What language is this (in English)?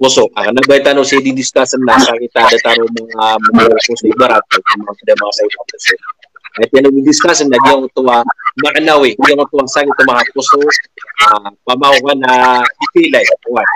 Maranao